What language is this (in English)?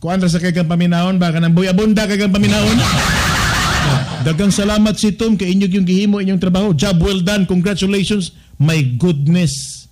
Cebuano